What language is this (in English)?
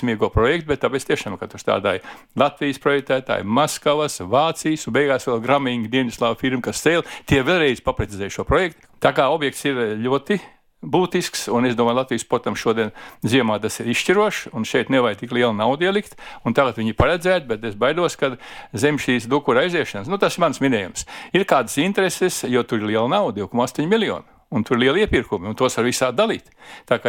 Latvian